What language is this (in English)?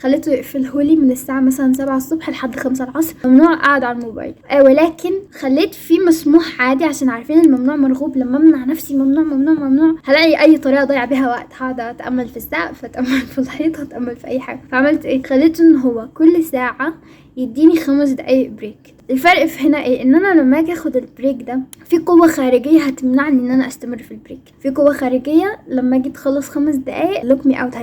Egyptian Arabic